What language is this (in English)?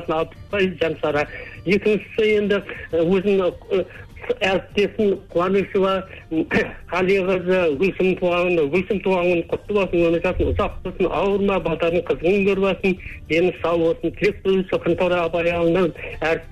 Kazakh